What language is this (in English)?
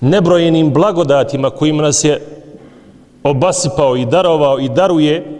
Bosnian